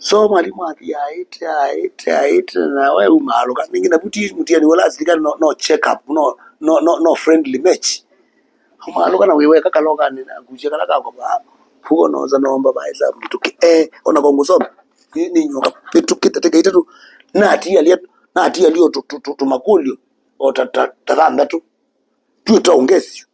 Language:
Kamba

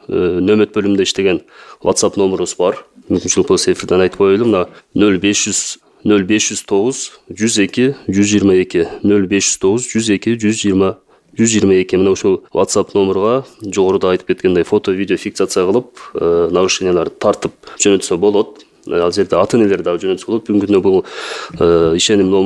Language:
Kyrgyz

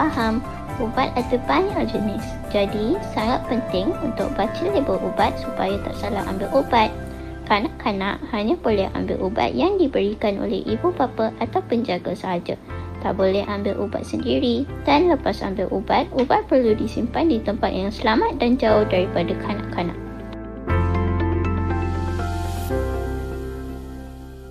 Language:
Malay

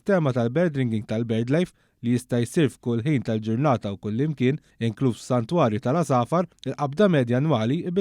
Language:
Maltese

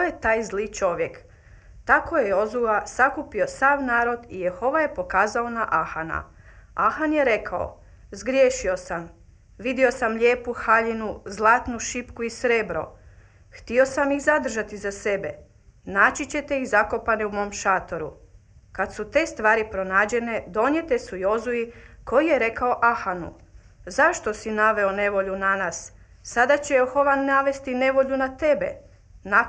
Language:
Croatian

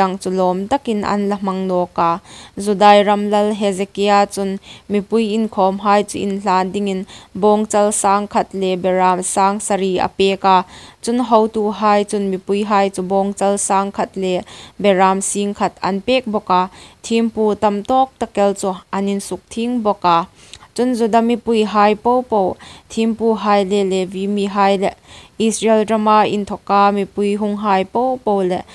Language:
Hmar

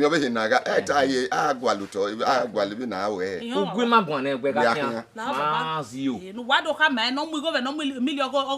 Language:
Bini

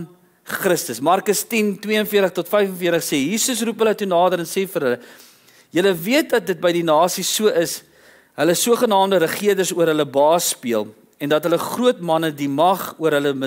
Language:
Afrikaans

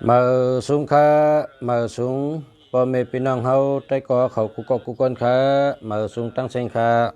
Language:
Shan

